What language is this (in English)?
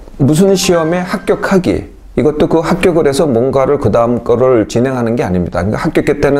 Korean